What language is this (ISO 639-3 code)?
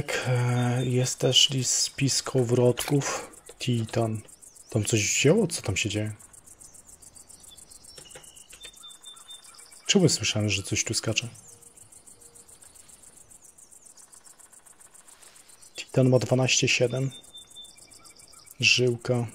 pol